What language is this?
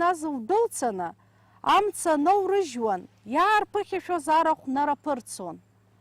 Abkhazian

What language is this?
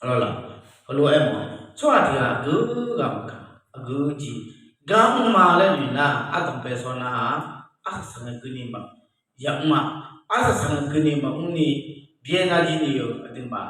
Akha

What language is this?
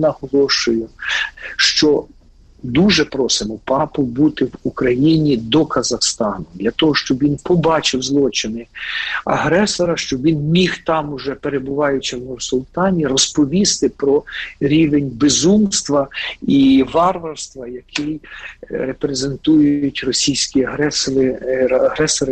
Ukrainian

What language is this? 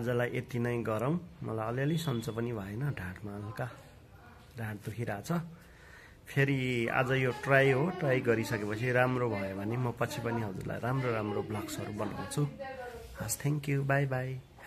Nepali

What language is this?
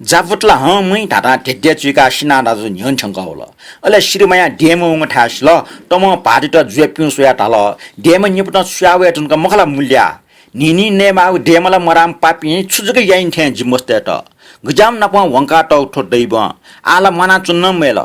Newari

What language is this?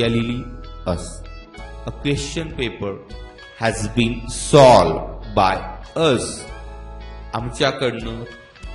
Marathi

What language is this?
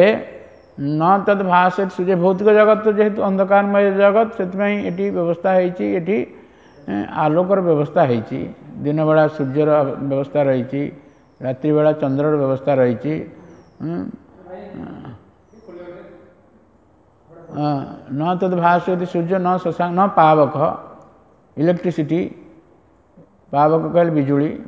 Odia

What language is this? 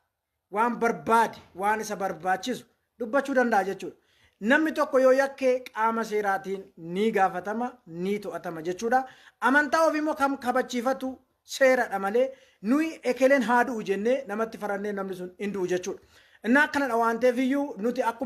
Oromo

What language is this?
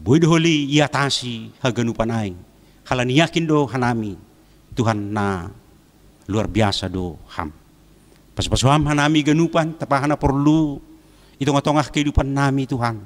Batak Simalungun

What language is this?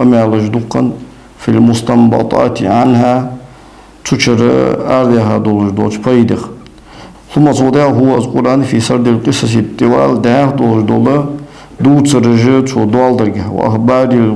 Ingush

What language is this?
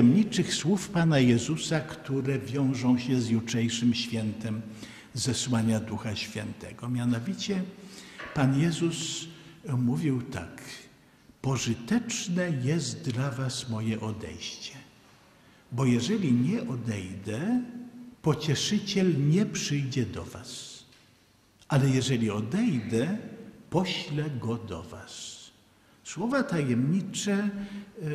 Polish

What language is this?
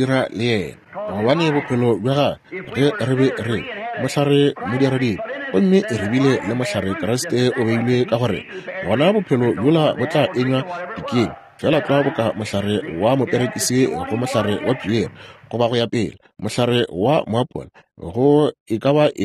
Northern Sotho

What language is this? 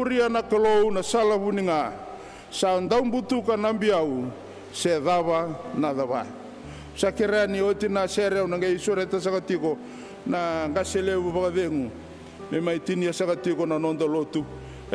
Fijian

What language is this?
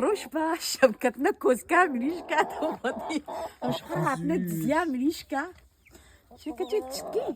Kurdish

